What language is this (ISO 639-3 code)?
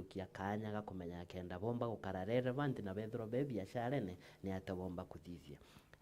mer